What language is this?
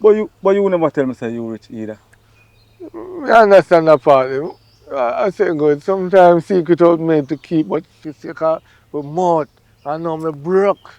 Jamaican Creole English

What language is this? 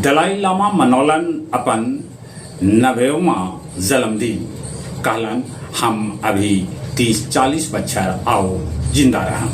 Magahi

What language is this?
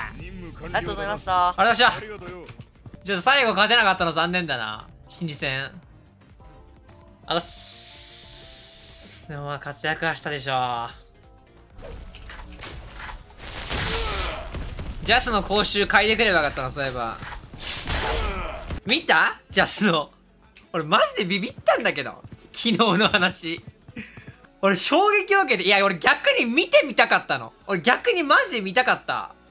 Japanese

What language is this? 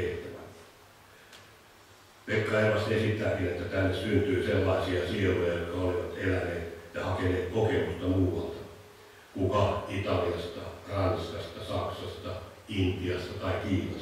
Finnish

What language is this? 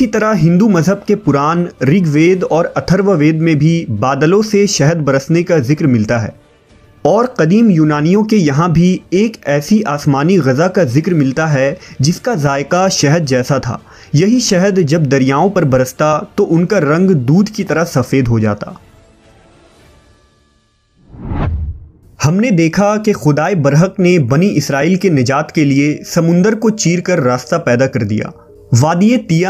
Urdu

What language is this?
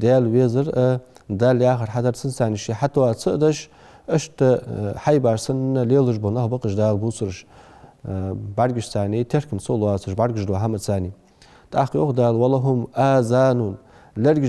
Ingush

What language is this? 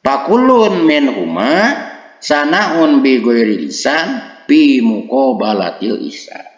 Sundanese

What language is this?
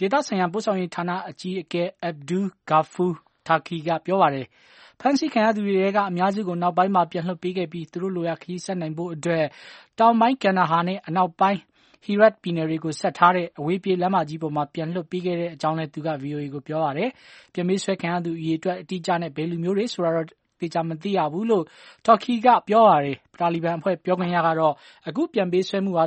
Burmese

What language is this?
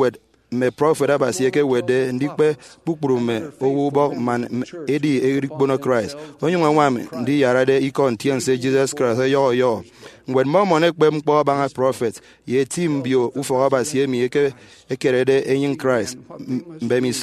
Efik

